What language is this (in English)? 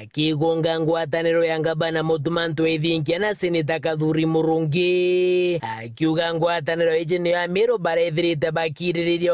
Meru